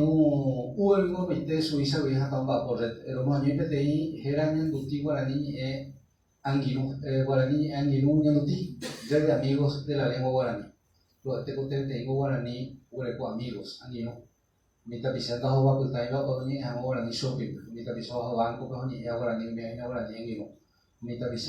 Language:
Guarani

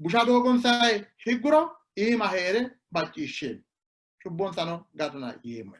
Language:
Sidamo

